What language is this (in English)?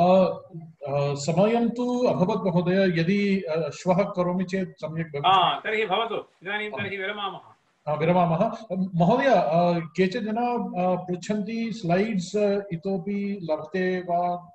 Sanskrit